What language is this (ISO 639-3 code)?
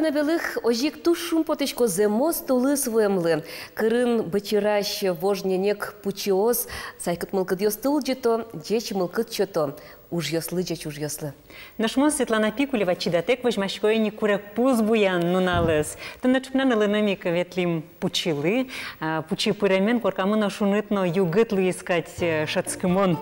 udm